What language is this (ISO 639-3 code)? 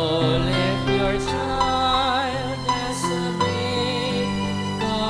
bik